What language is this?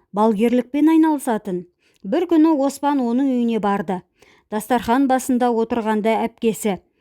Kazakh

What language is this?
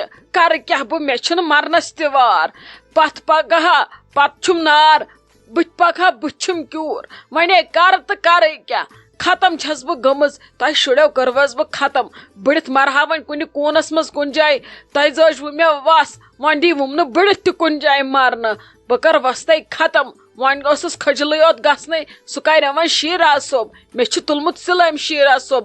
Kashmiri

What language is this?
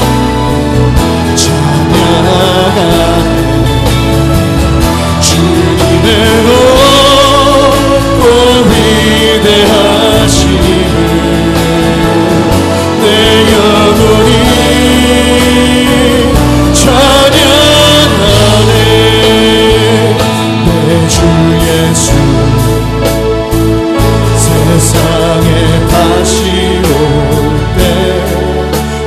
Korean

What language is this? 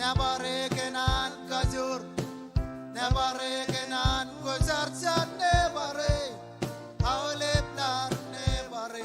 Marshallese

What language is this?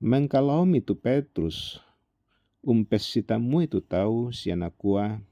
Toraja-Sa'dan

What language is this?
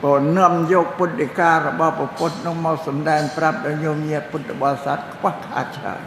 Khmer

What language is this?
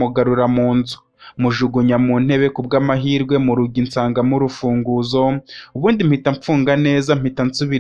Kinyarwanda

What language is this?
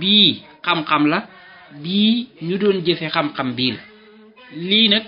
Wolof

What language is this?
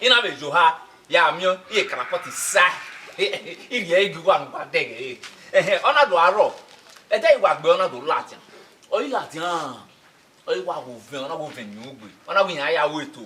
Bini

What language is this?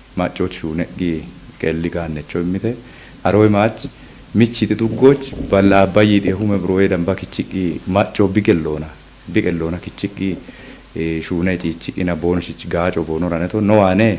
Kafa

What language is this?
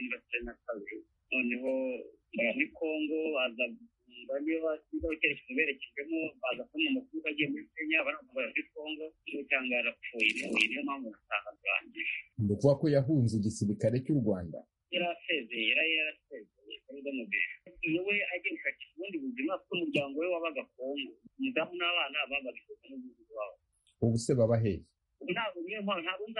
Kinyarwanda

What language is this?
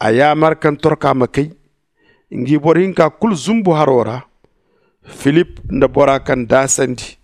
Zarma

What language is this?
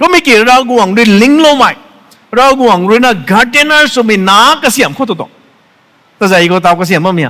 Rongmei Naga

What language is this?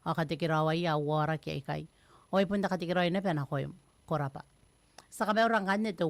Gilbertese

